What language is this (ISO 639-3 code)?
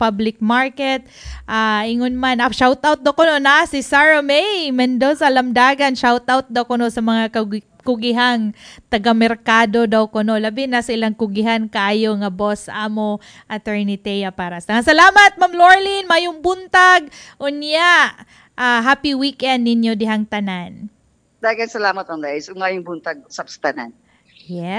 ceb